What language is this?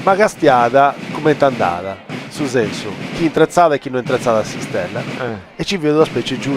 Sardinian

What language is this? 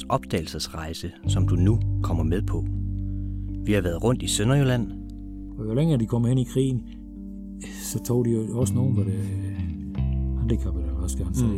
Danish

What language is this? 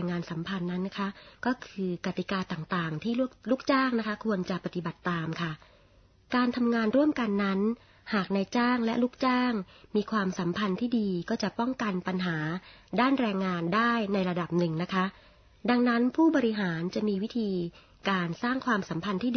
Thai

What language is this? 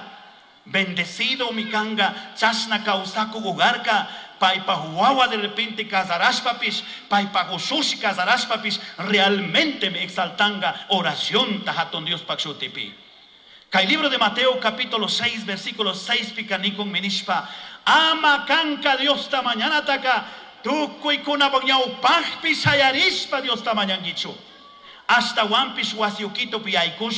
Chimborazo Highland Quichua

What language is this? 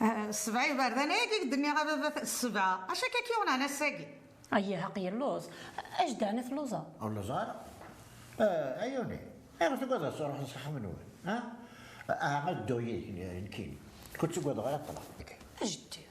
Kabyle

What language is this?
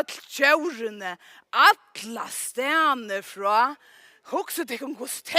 Faroese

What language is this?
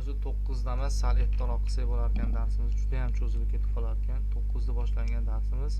Uzbek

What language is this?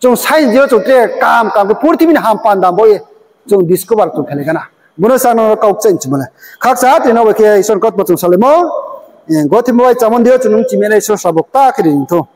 Riang (India)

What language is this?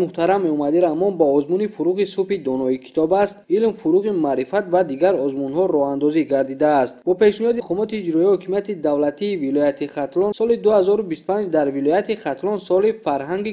Tajik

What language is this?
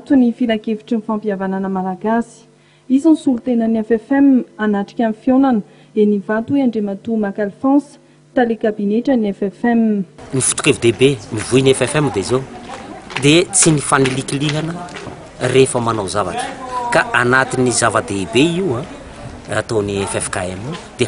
Malagasy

